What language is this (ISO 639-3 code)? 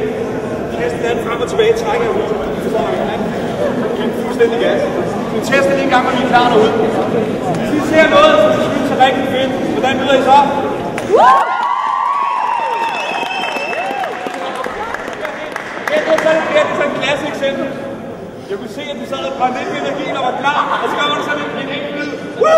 dan